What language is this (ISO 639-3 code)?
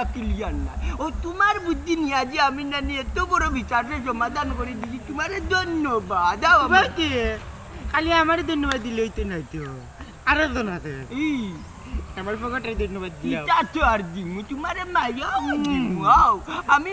syl